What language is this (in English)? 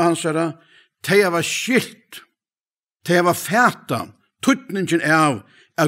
Faroese